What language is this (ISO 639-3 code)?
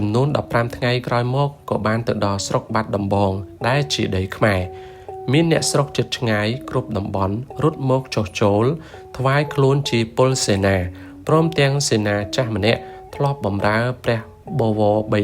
khm